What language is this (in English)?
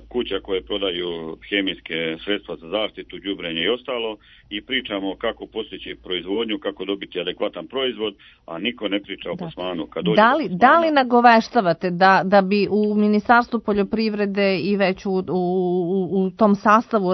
Serbian